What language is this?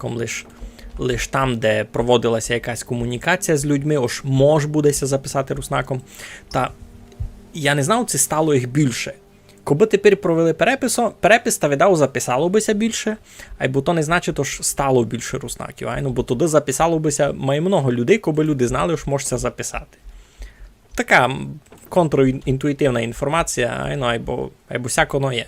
Rusyn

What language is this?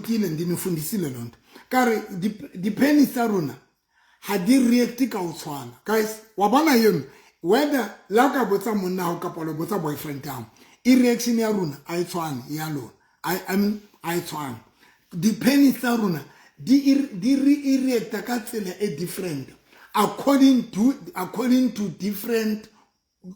Southern Sotho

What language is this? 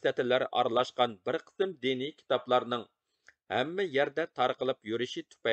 Uyghur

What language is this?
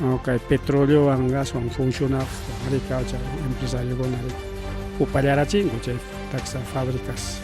Ayacucho Quechua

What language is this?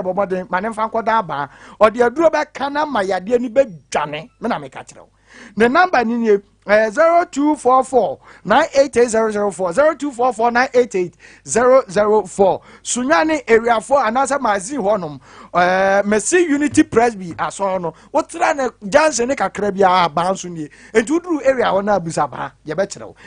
Akan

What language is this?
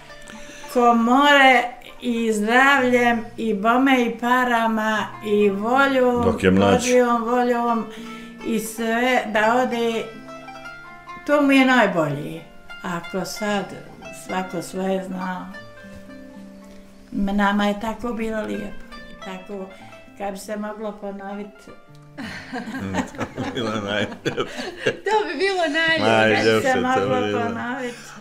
Bosnian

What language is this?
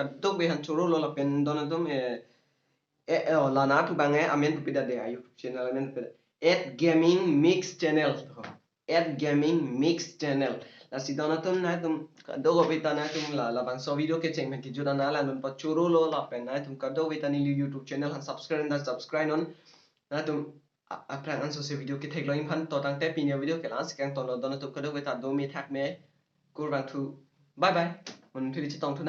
Karbi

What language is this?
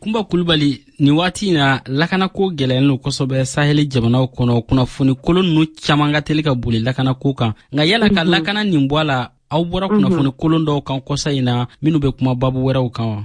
Bambara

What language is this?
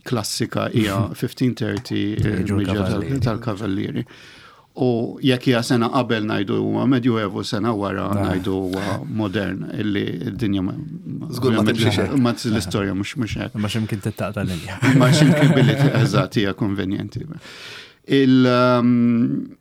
Maltese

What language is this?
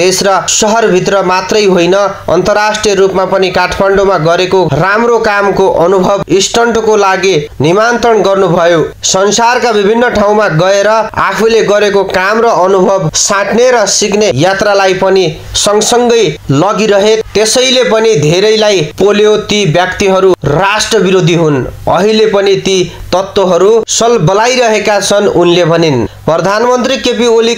Nepali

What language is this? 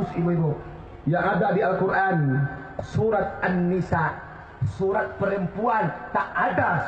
Minangkabau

